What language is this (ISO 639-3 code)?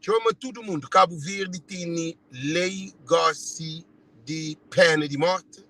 kea